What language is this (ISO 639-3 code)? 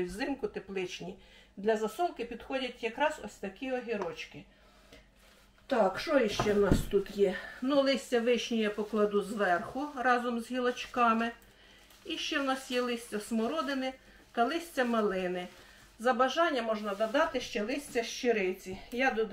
ukr